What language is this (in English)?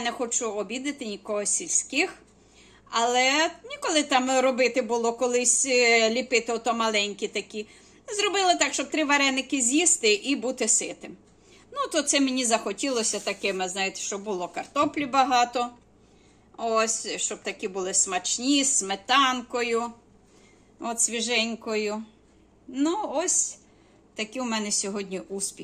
Ukrainian